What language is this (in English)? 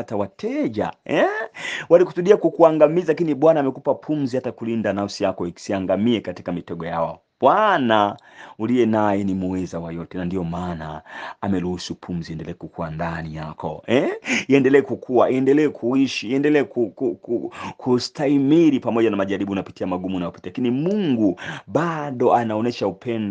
Swahili